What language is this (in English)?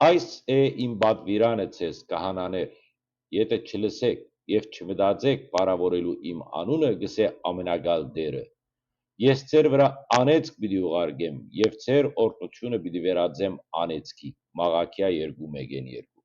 Western Armenian